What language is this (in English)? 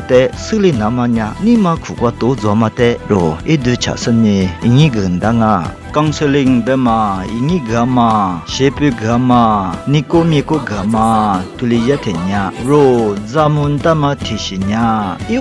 Lisu